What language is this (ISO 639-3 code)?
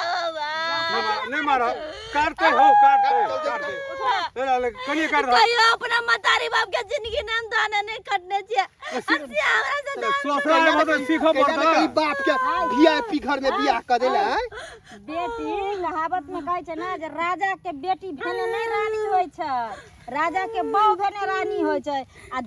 mai